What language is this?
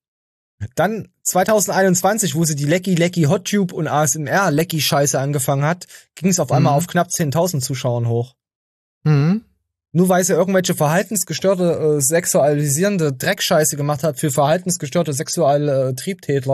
German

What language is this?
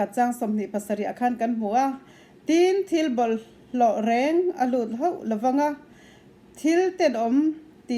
Mizo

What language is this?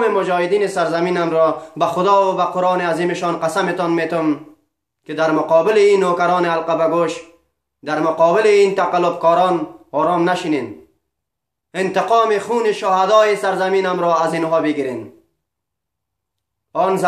Persian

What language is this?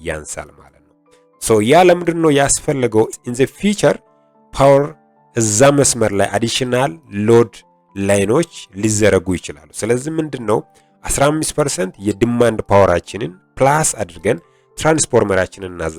Amharic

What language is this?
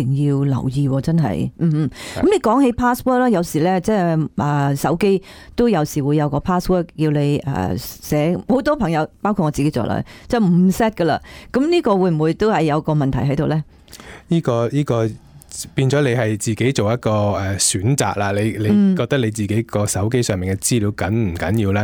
Cantonese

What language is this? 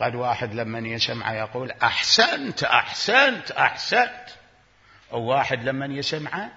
Mesopotamian Arabic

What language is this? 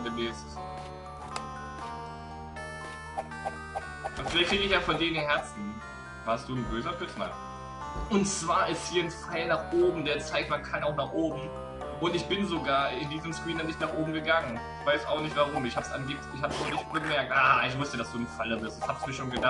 German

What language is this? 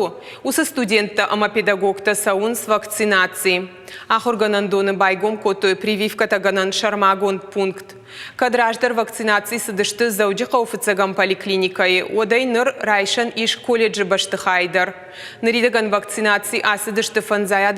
Ossetic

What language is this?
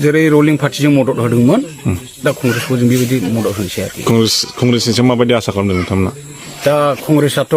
Bodo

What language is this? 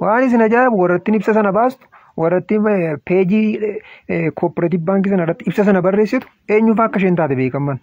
Oromo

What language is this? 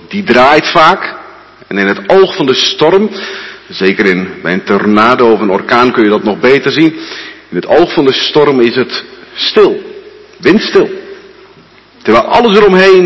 Dutch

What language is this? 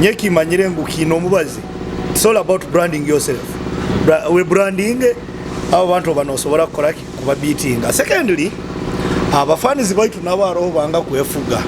Nyoro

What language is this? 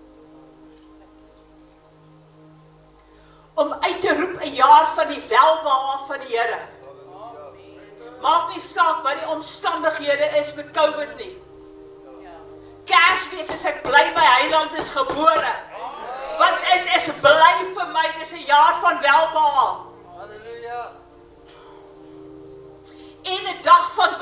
Afrikaans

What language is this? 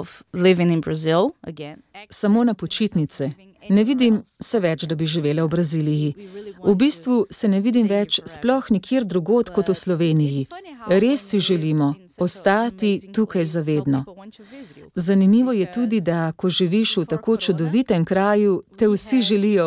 Slovenian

